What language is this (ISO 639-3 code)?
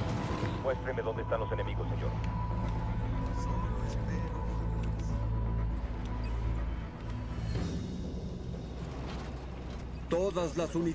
spa